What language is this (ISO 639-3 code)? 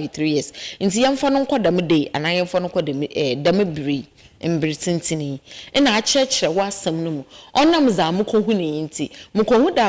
aka